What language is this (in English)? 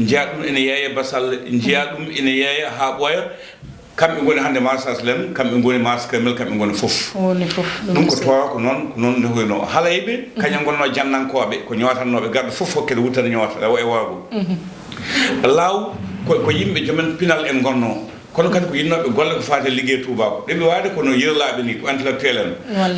Fula